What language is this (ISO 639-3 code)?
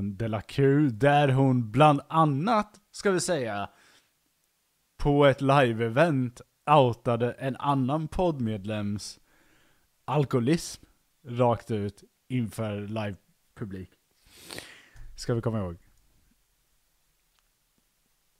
swe